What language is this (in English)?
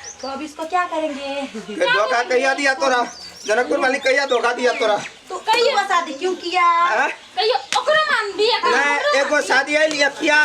Maithili